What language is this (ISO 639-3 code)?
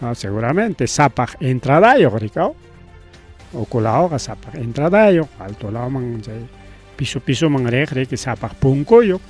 quy